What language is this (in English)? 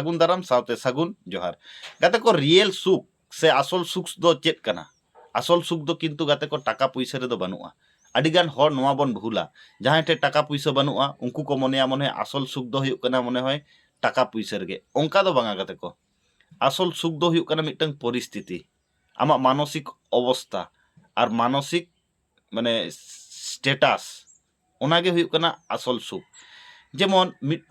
Santali